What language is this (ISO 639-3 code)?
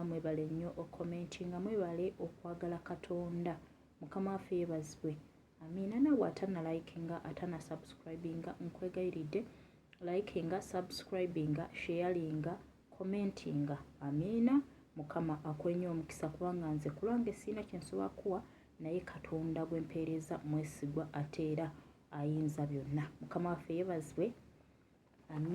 lug